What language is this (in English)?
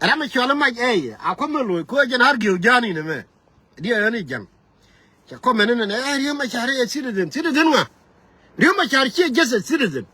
Nuer